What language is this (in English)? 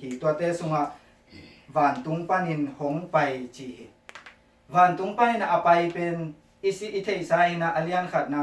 Tedim Chin